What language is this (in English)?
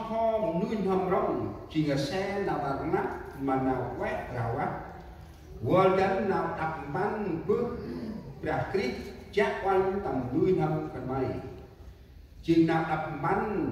Central Mnong